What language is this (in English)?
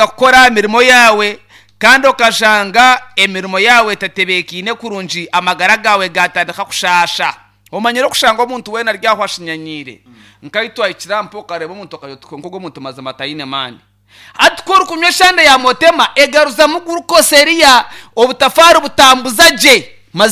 Nyankole